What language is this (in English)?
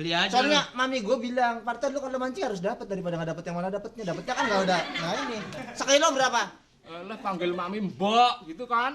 Betawi